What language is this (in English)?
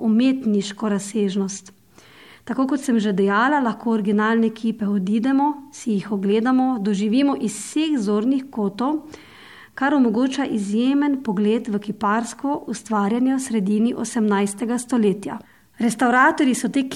Slovenian